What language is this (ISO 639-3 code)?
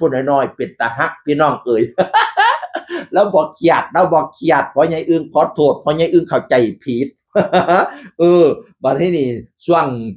tts